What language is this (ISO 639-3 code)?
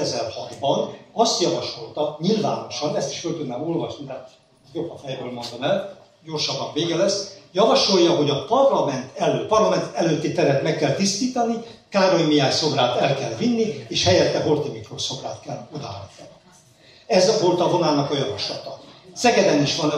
hun